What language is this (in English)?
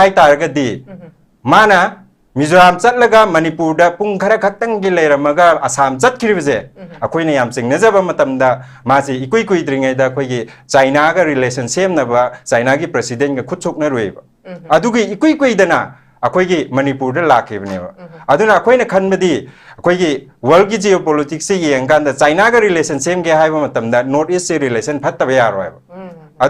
Manipuri